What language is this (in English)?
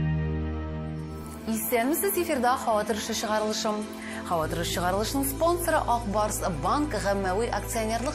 Tatar